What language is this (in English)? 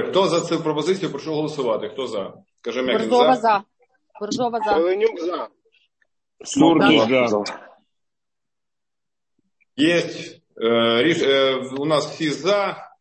Ukrainian